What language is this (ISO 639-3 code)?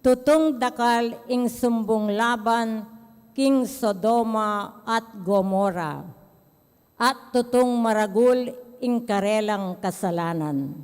pam